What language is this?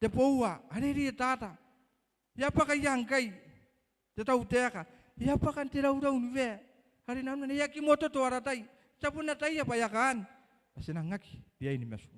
Gilbertese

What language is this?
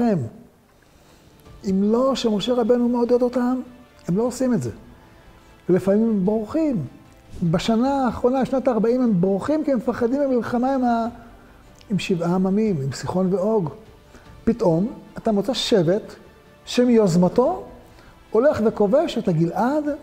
Hebrew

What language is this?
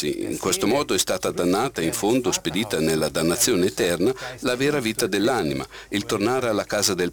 Italian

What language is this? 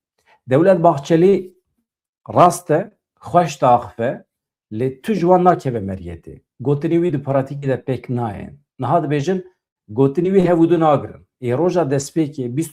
Kurdish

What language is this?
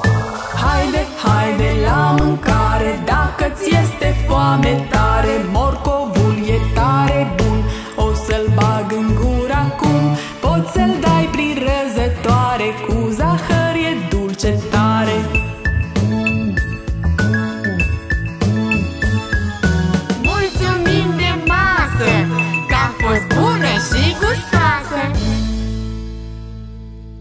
Romanian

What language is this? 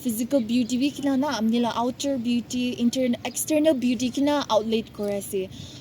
Naga Pidgin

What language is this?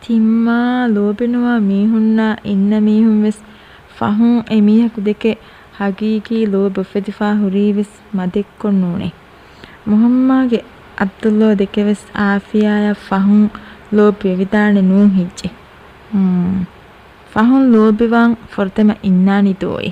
Divehi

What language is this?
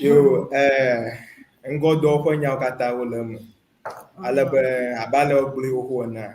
Ewe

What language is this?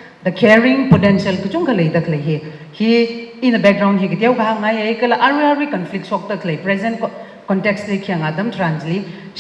Tangkhul Naga (India)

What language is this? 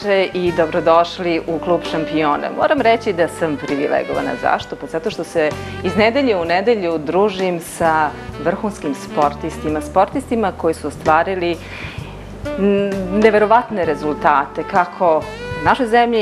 Serbian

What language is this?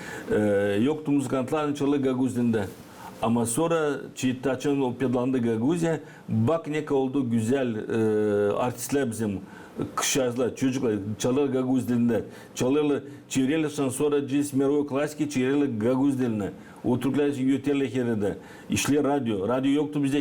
Gagauz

